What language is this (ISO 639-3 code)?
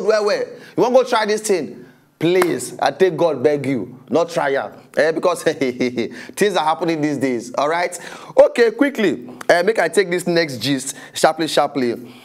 pcm